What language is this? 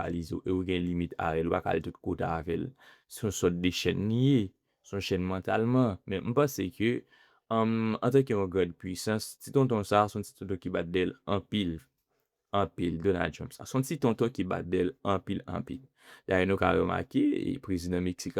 Haitian Creole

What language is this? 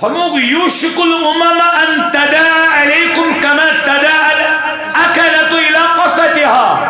Kashmiri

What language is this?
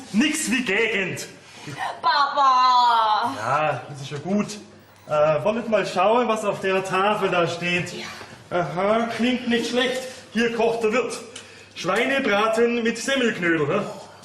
Bavarian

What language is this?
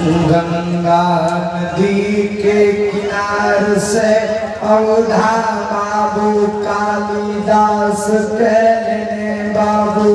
Maithili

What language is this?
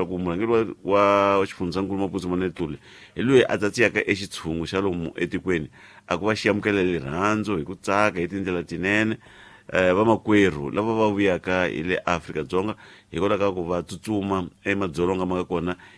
Tsonga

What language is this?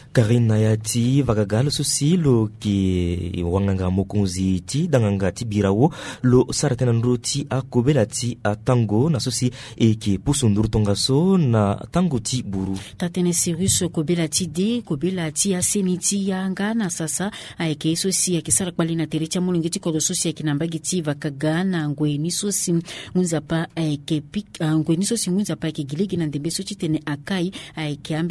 Sango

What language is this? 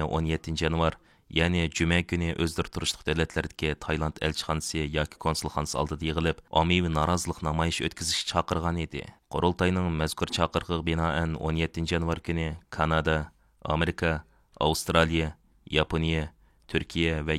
Uyghur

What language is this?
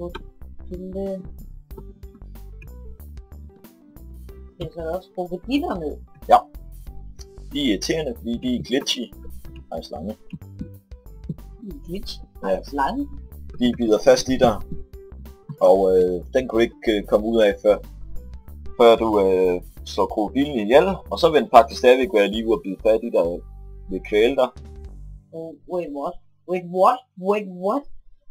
Danish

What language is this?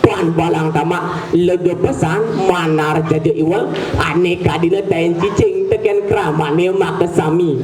Balinese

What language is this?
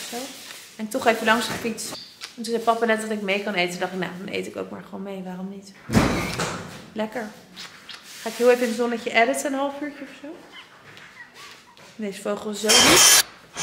Dutch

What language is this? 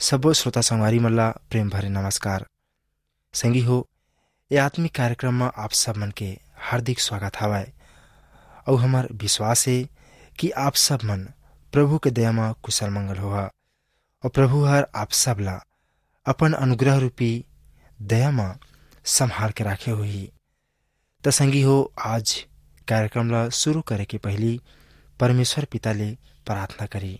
Chhattisgarhi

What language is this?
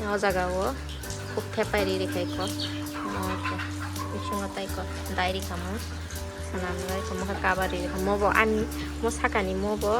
Kok Borok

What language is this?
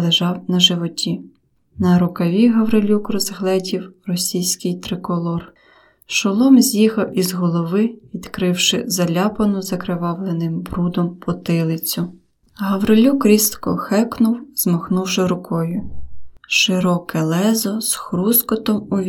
Ukrainian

